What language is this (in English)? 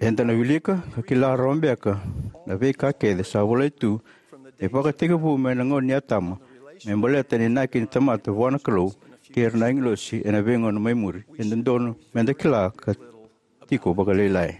Fijian